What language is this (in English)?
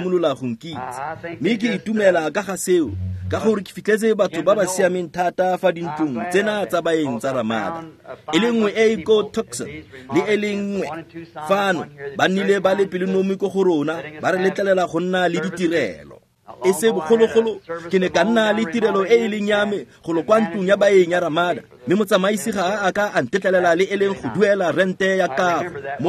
Tswana